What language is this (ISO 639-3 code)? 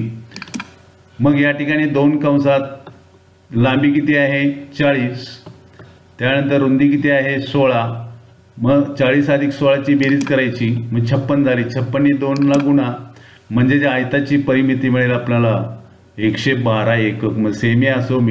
mar